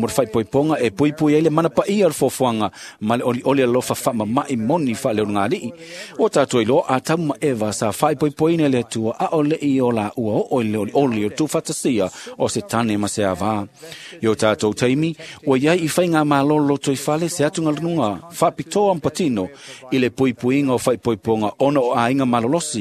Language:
Samoan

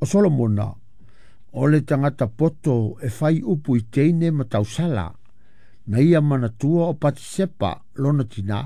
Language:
Samoan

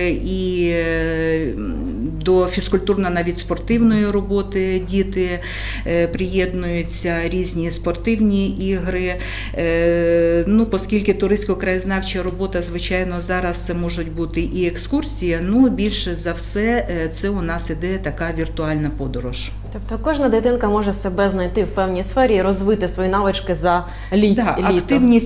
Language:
Ukrainian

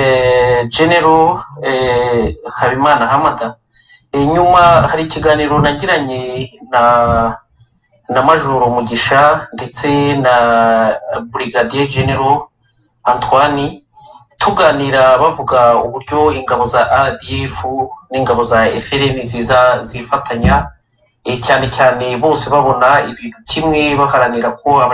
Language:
Kinyarwanda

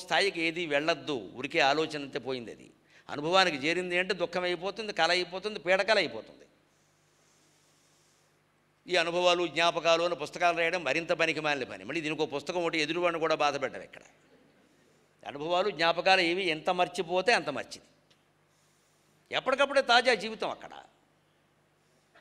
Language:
Telugu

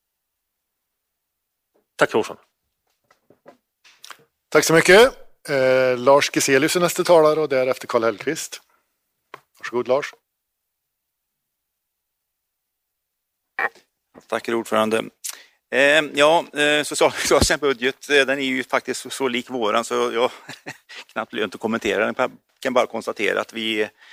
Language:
Swedish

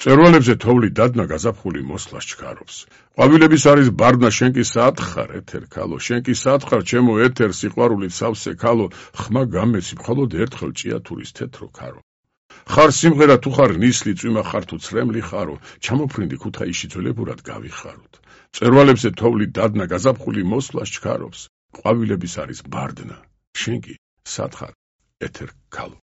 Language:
Georgian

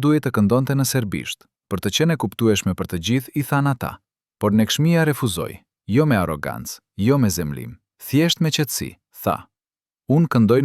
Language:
Albanian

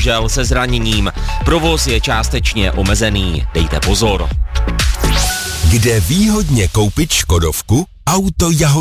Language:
Czech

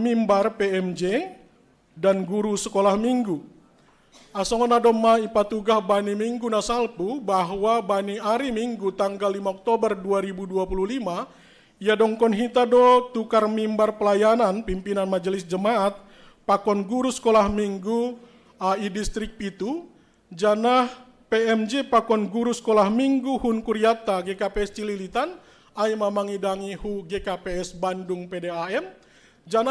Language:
Batak Simalungun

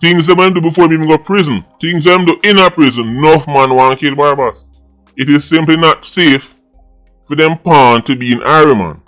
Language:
Jamaican Creole English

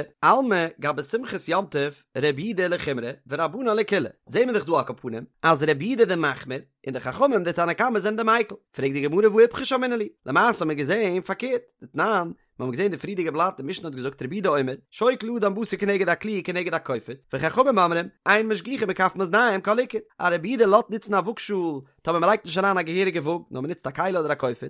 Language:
Yiddish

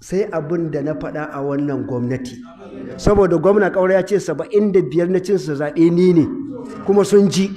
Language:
Hausa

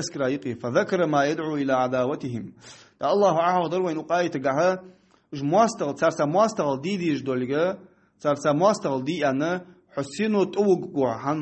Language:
Ingush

